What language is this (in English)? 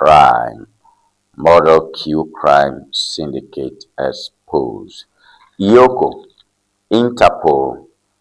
Ewe